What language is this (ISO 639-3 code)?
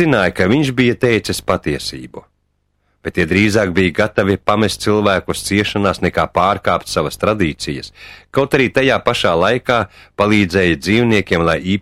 lav